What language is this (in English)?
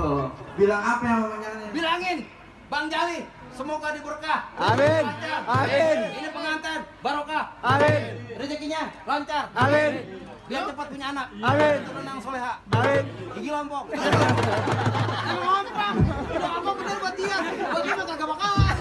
Betawi